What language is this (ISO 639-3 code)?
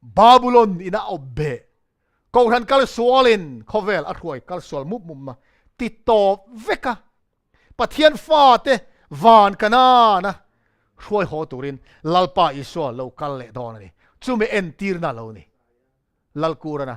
lus